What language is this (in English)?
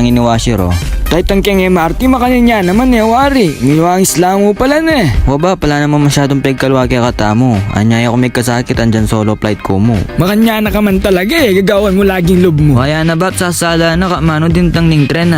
Pampanga